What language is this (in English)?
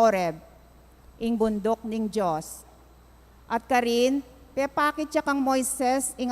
Pampanga